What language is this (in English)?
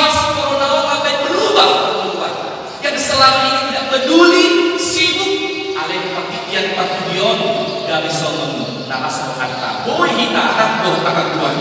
Batak Toba